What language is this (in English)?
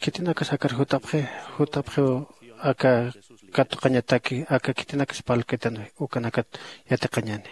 Aymara